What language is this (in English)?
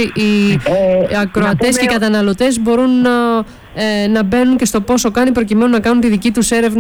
Greek